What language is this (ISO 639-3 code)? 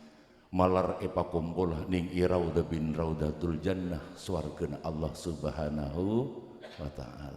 mad